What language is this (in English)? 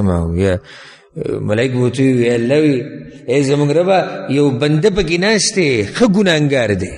Pashto